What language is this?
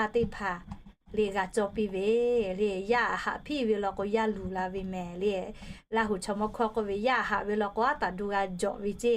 Lahu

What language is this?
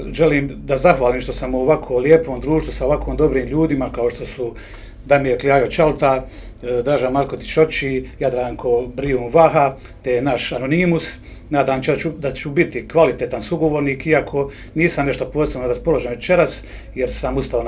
Bosnian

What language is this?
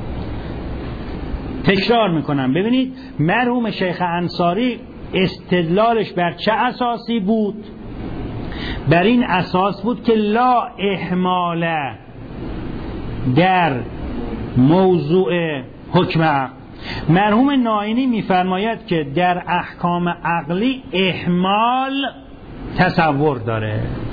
Persian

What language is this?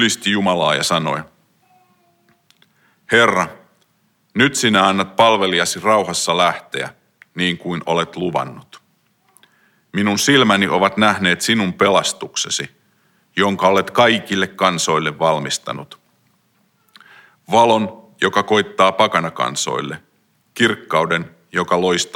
Finnish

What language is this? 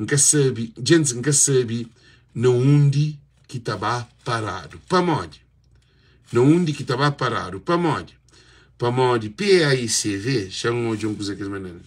Kabuverdianu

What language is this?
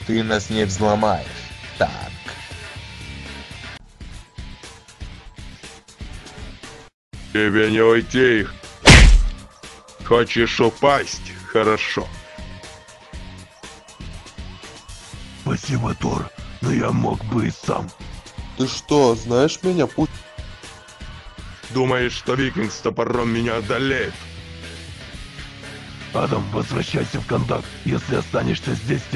Russian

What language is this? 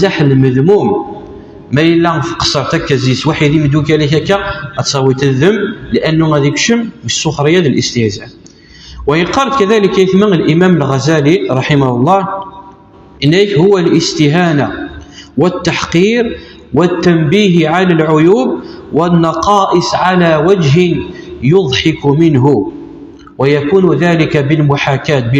Kabyle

